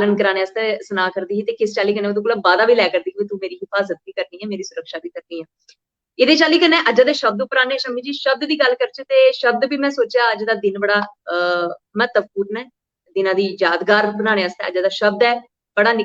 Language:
Dogri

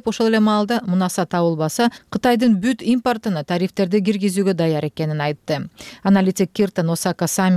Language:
Kyrgyz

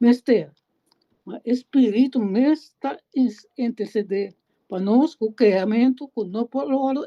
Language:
Papiamento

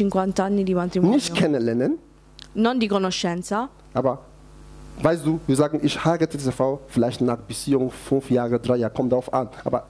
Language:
German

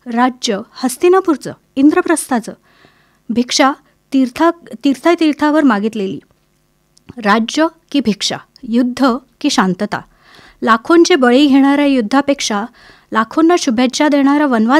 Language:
Marathi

